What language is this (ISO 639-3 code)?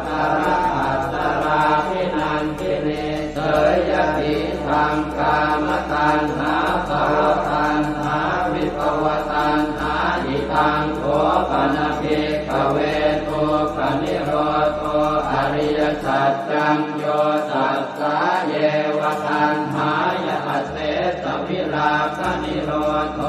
pli